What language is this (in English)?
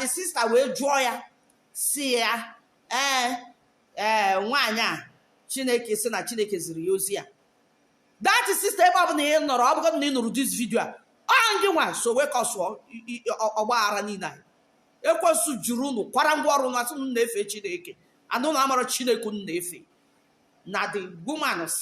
Igbo